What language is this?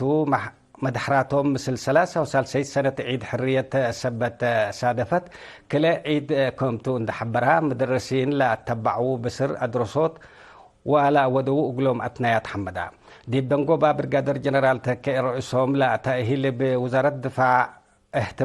Tigre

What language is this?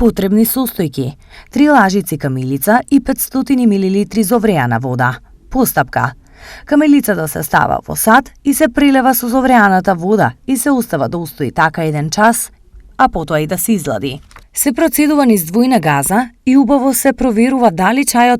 Macedonian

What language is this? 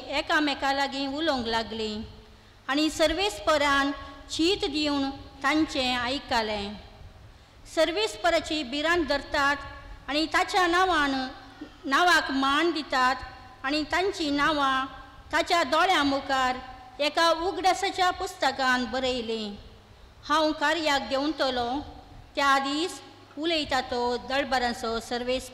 Konkani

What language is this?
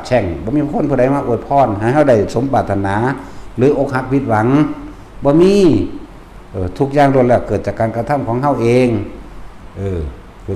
Northeastern Thai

